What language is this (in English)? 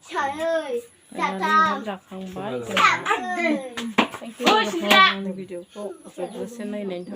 Bodo